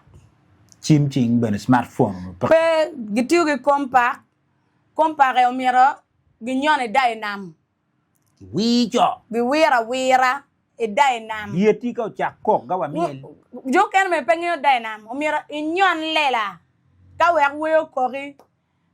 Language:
Acoli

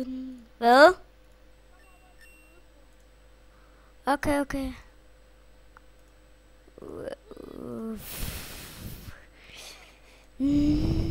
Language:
Danish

